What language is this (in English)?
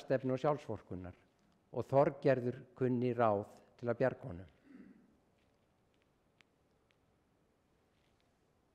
Icelandic